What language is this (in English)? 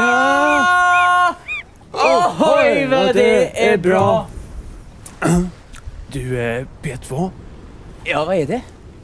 Swedish